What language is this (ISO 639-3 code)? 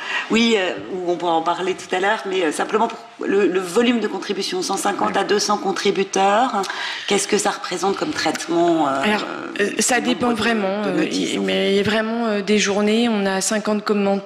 fra